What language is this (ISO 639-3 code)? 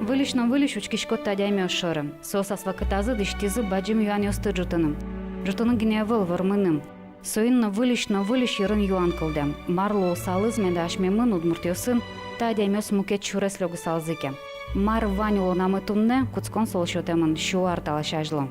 udm